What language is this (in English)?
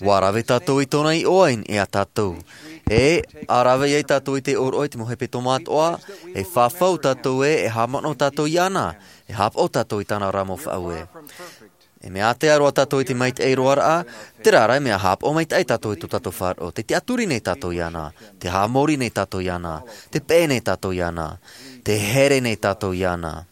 Tahitian